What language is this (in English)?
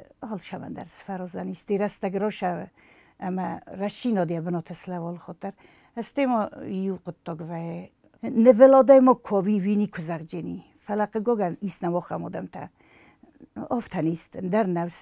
Ossetic